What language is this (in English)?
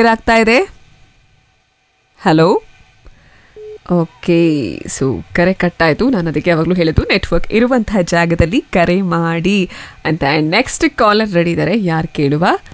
Kannada